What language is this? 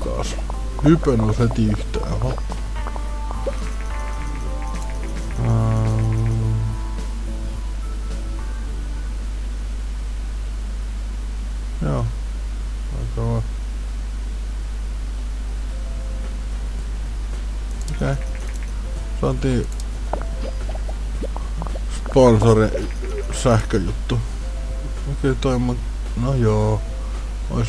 Finnish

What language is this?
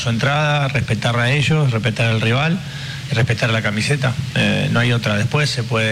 Spanish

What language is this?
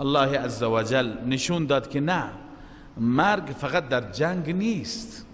Persian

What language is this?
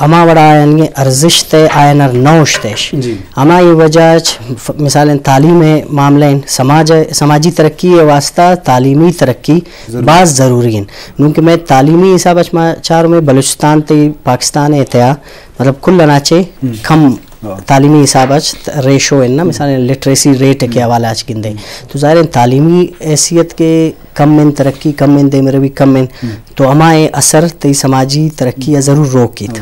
Eastern Balochi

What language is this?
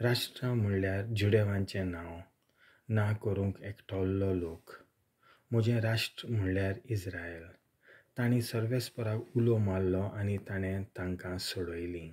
Konkani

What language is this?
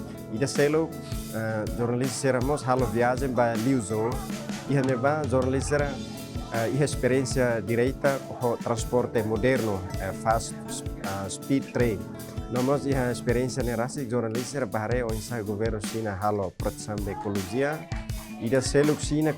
Tetum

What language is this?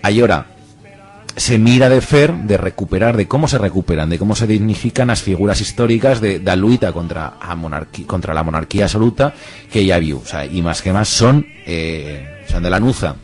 Aragonese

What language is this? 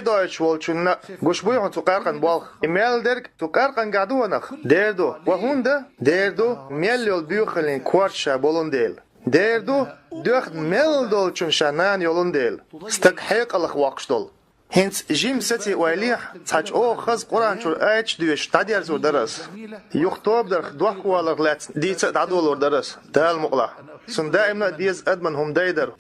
Chechen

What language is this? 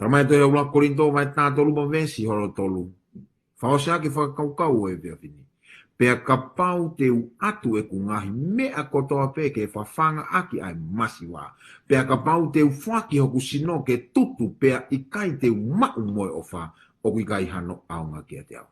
Tongan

